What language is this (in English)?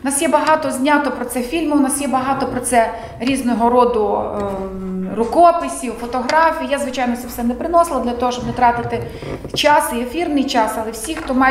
Ukrainian